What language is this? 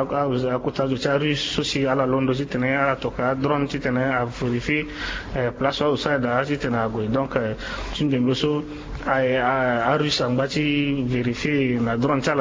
Sango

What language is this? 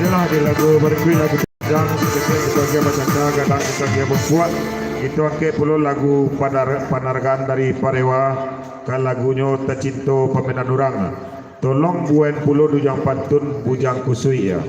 Minangkabau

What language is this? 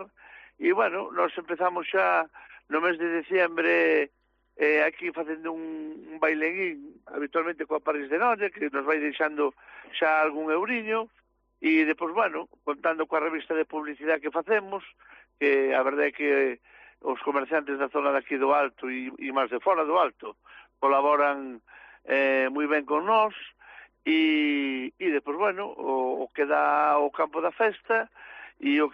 Galician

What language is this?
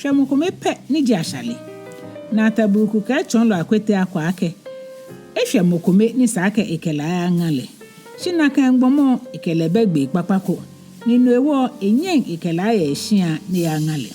Ga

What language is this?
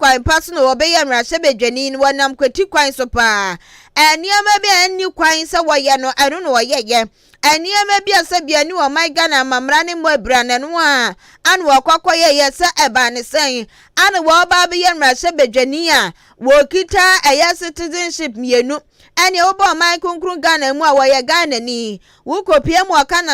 Akan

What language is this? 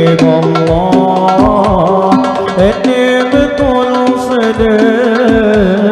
Banjar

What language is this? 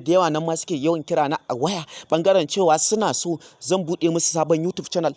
Hausa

